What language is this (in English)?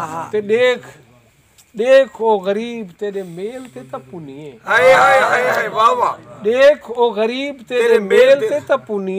Saraiki